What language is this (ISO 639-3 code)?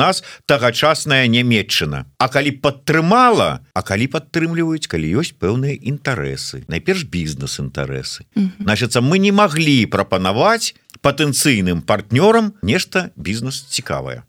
bel